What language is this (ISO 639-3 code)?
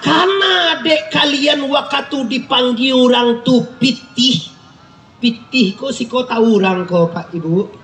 min